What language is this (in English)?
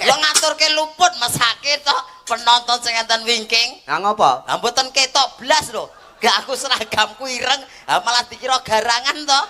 Javanese